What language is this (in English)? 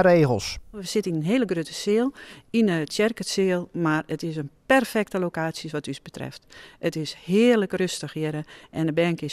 Western Frisian